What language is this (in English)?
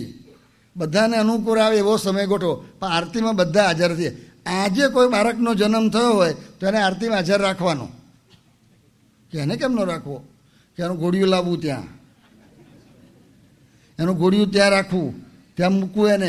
Gujarati